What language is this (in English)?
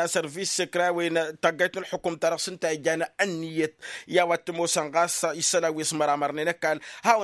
Tamasheq